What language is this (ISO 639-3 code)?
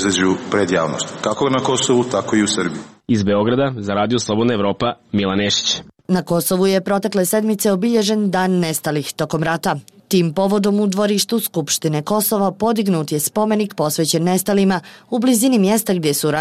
bos